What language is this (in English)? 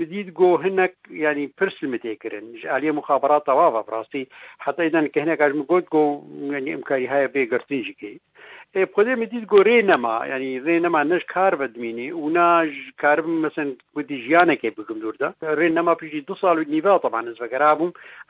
Kurdish